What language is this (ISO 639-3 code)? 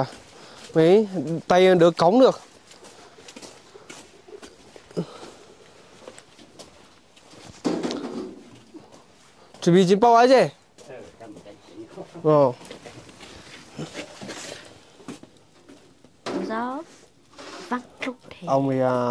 vie